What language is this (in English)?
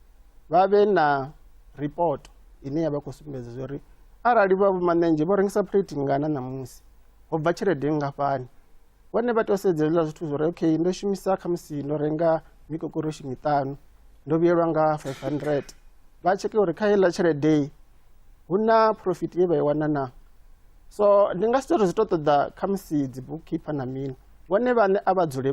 Venda